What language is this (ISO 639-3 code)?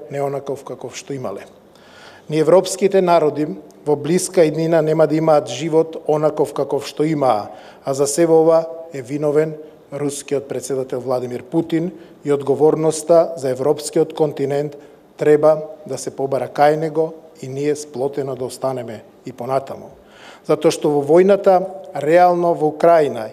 mkd